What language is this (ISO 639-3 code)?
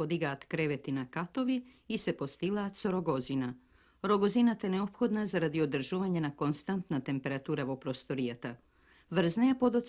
mkd